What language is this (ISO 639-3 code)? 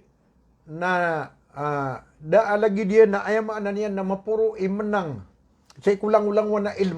mrw